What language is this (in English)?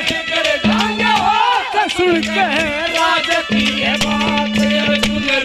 Haryanvi